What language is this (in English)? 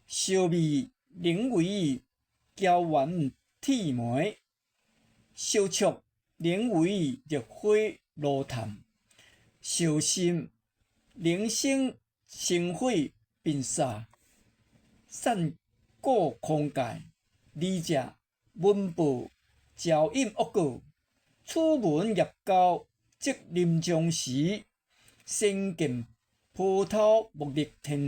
Min Nan Chinese